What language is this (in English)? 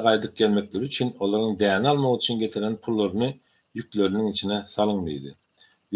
Turkmen